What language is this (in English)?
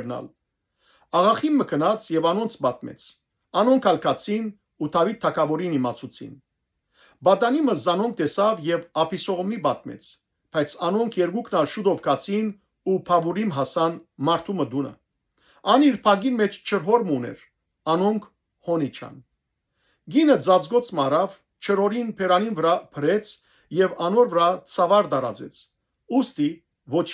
Western Armenian